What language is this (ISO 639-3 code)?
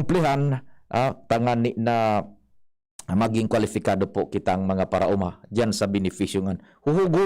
bik